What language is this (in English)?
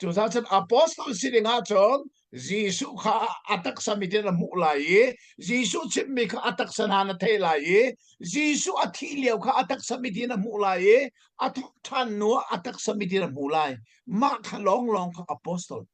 Hakha Chin